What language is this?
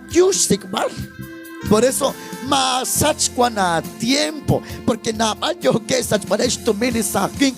Kekchí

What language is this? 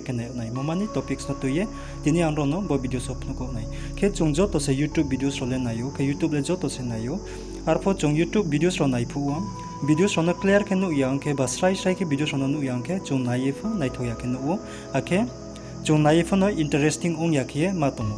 Riang (India)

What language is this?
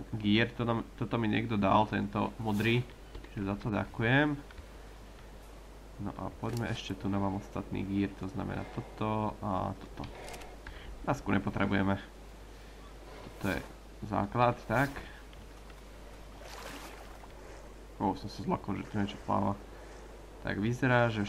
Slovak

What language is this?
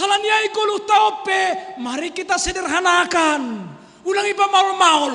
Batak Simalungun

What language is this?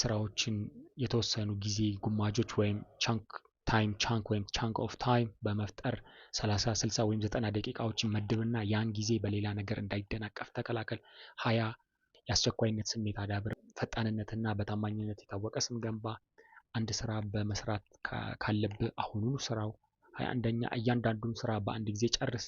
Amharic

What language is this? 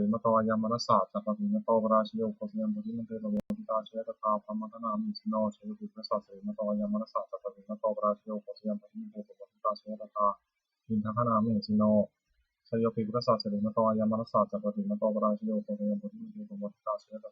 Pali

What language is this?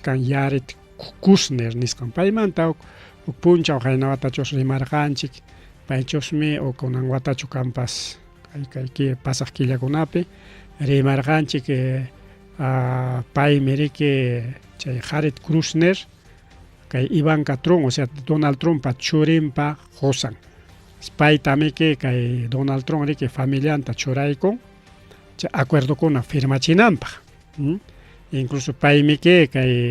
Ayacucho Quechua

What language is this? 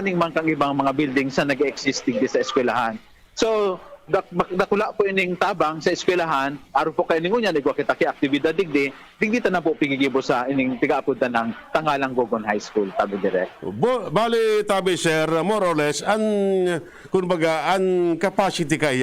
Bikol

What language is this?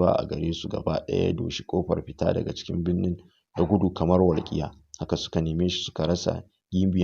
Hausa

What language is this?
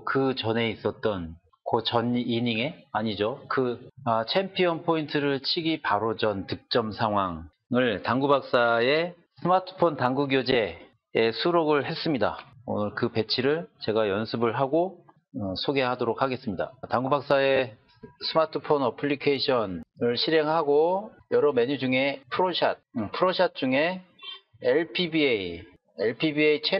Korean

